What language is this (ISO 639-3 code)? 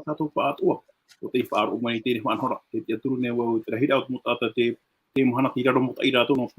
tah